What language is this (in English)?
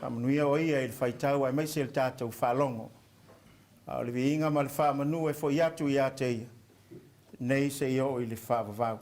Samoan